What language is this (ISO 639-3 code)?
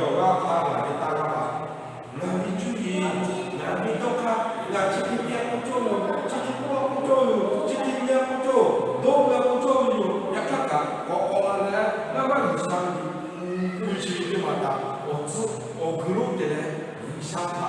lhu